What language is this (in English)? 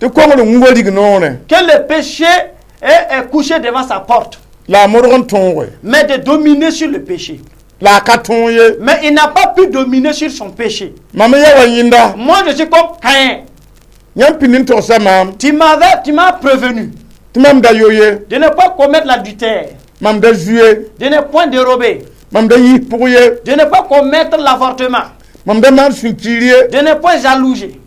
Mossi